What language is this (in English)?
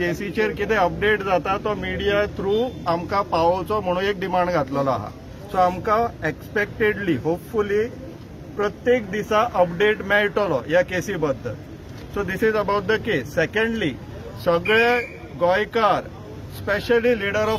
Konkani